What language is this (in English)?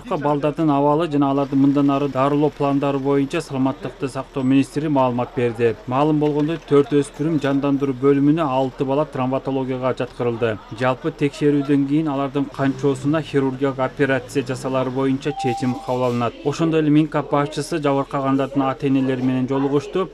Kyrgyz